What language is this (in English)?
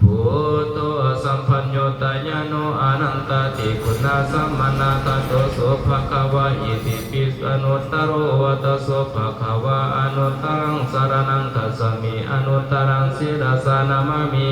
Pali